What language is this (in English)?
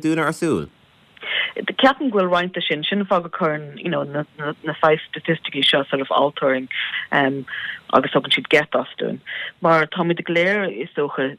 Irish